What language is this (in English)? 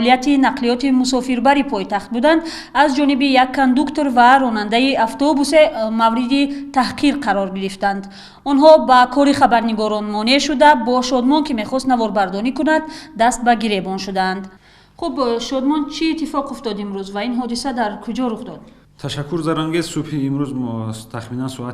Tajik